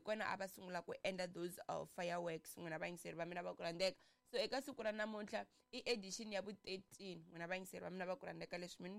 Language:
Tsonga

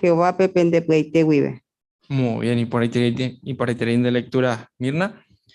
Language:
Guarani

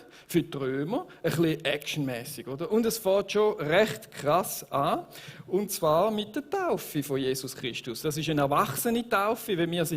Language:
Swiss German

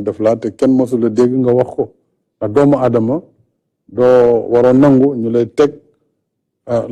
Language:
Wolof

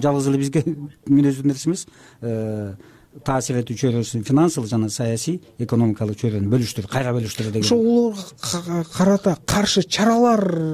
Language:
Kyrgyz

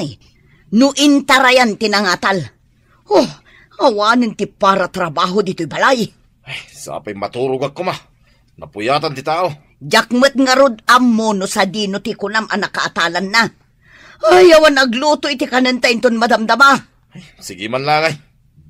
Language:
Iloko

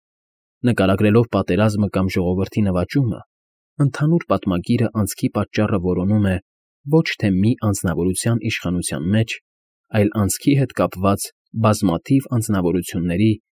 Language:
Armenian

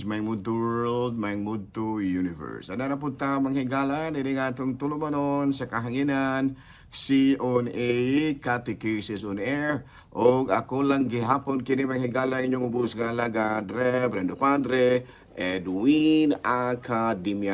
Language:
Cebuano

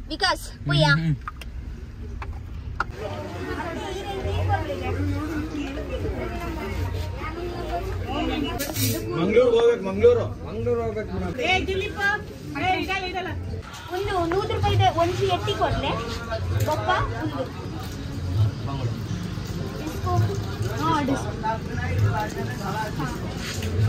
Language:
Tulu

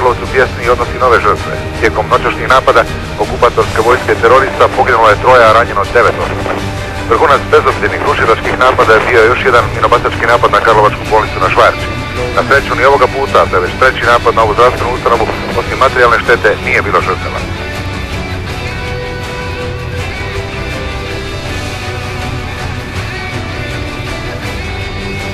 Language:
Croatian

